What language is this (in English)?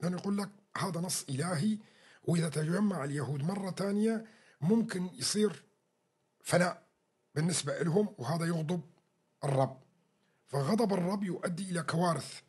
North Levantine Arabic